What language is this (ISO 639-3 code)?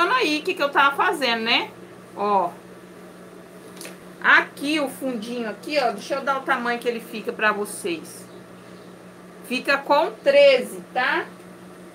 por